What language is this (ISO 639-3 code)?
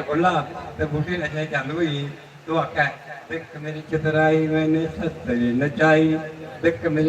doi